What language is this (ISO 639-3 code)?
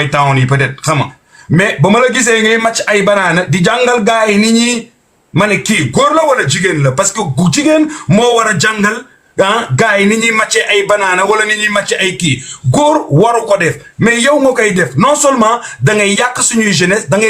wol